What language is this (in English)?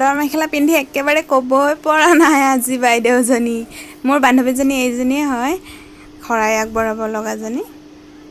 Assamese